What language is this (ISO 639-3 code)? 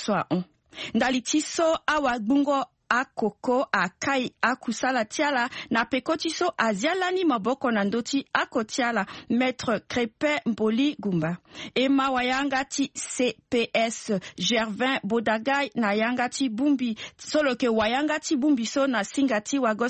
sag